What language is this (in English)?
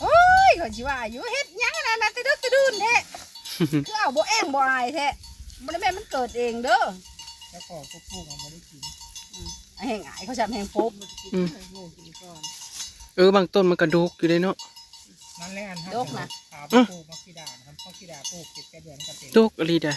Northeastern Thai